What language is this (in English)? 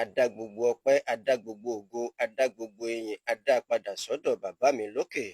Yoruba